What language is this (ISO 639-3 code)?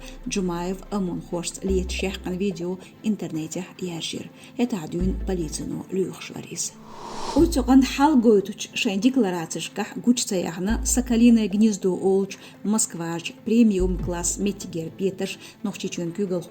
che